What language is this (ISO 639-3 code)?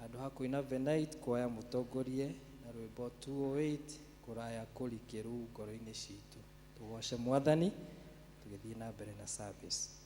kik